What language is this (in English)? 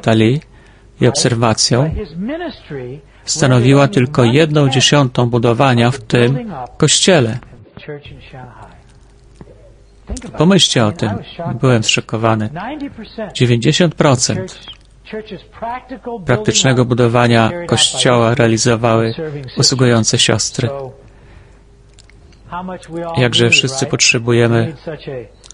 Polish